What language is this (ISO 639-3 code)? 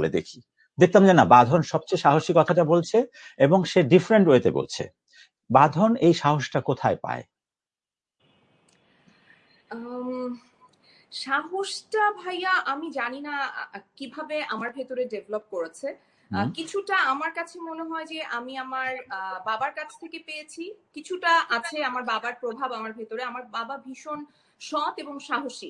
ben